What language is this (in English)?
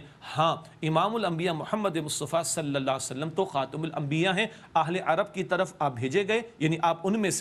Urdu